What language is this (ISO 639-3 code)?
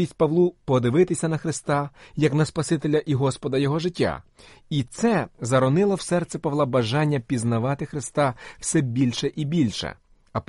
ukr